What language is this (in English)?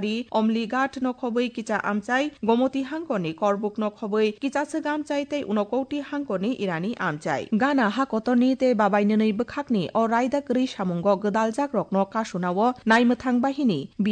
Kok Borok